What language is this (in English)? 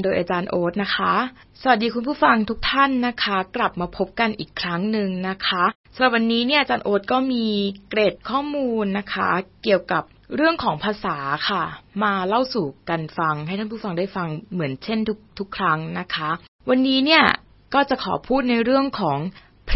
Thai